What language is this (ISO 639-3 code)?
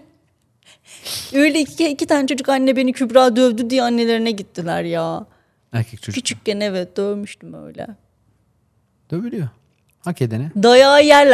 tur